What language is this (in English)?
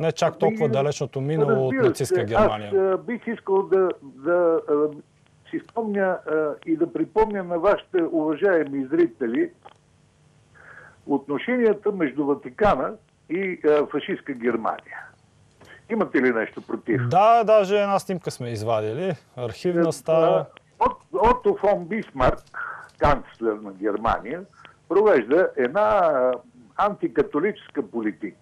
Bulgarian